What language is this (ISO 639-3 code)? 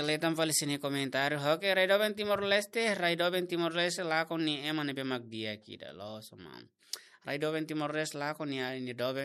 tet